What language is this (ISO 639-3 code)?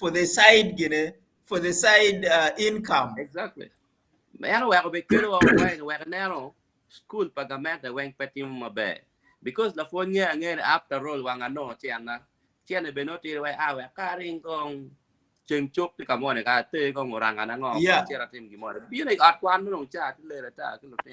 ach